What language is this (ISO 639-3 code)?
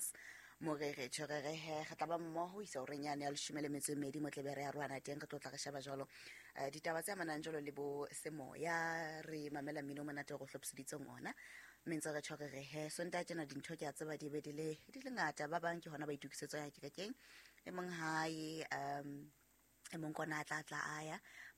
sot